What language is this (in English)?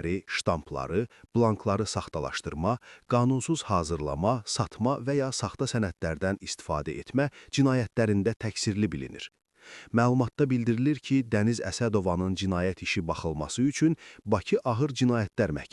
Azerbaijani